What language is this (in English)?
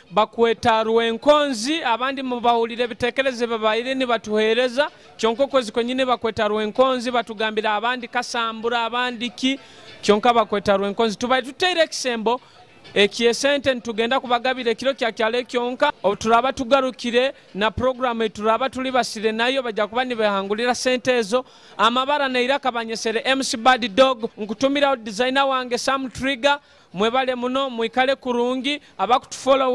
Nyoro